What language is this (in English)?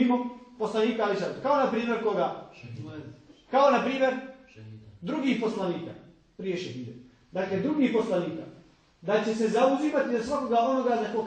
Bosnian